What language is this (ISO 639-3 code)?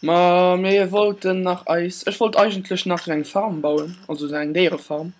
ltz